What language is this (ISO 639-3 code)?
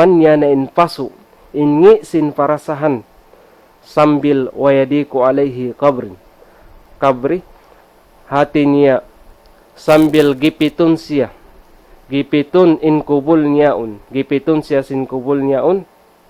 tsg